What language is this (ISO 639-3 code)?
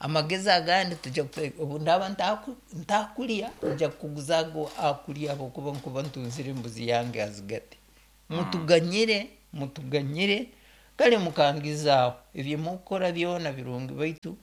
nyn